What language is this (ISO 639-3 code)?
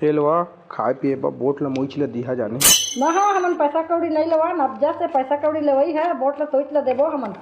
hne